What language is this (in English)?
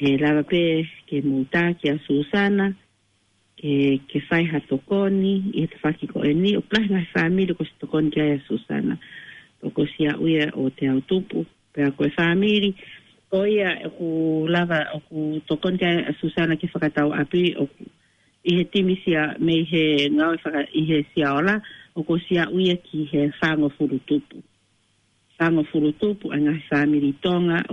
Tongan